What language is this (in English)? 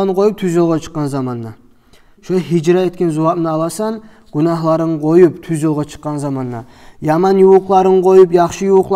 Kumyk